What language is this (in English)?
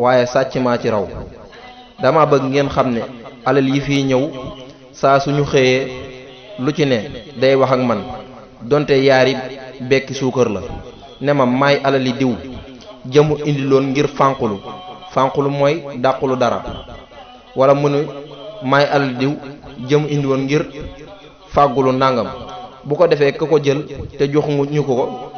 Wolof